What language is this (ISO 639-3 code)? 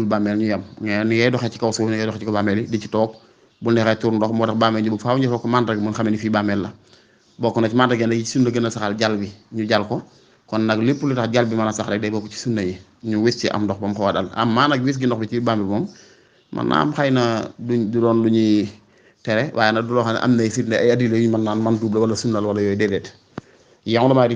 wol